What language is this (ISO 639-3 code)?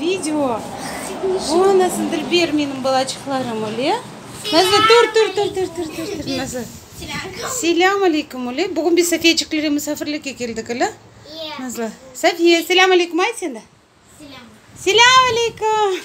crh